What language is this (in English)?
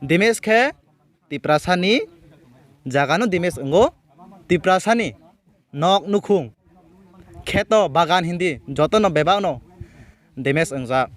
Kok Borok